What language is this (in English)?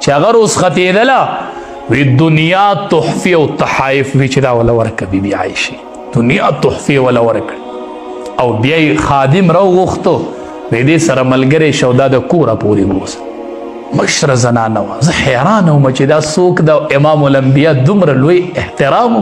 Pashto